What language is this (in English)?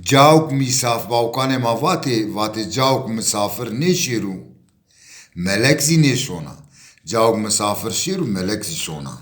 Zaza